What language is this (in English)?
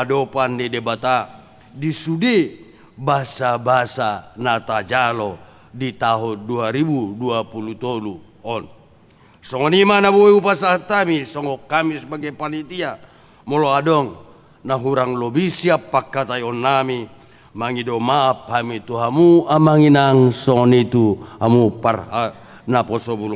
Batak Toba